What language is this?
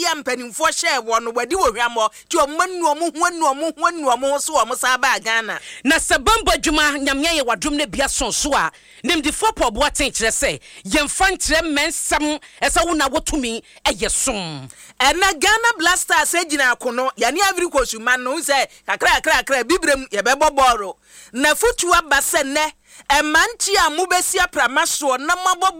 Akan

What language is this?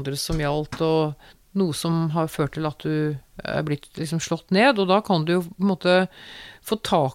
Norwegian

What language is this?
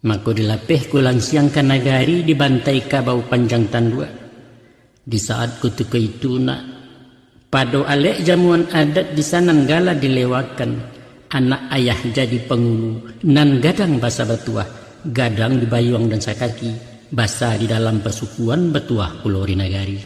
Minangkabau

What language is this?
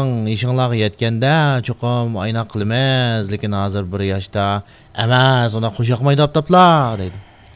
Uyghur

